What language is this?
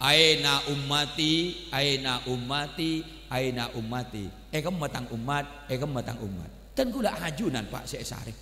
Madurese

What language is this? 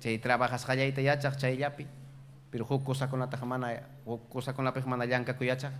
Ayacucho Quechua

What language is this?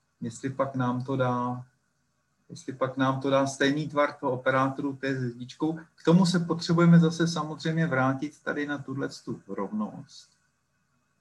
Czech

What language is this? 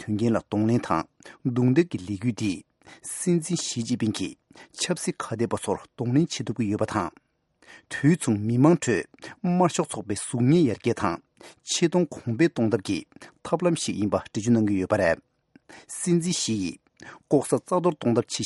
Tibetan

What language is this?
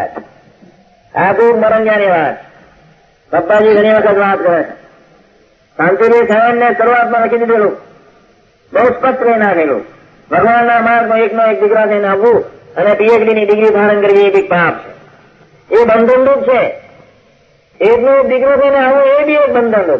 Gujarati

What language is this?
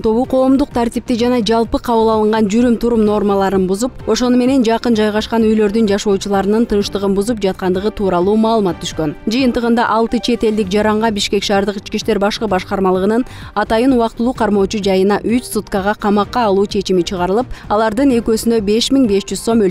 Kyrgyz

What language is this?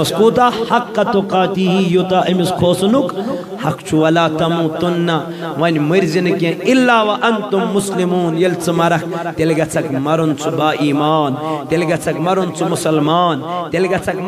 Kashmiri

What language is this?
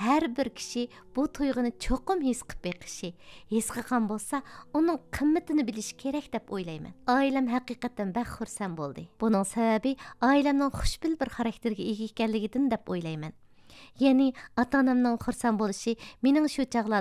Uyghur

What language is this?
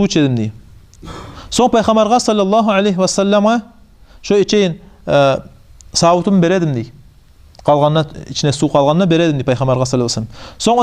Kumyk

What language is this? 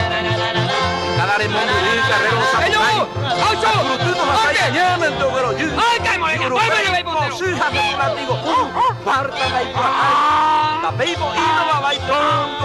Guarani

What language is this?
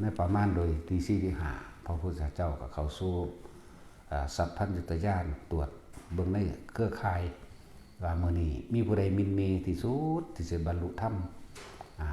Lao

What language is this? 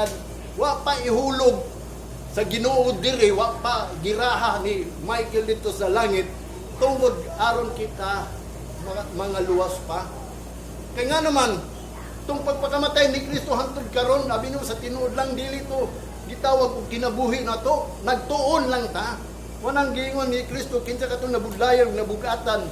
Cebuano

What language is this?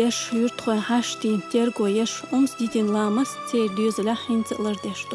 Chechen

